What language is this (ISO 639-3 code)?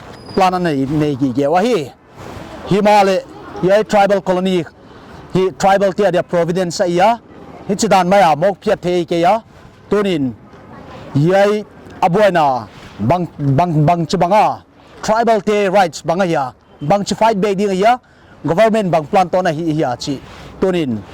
pck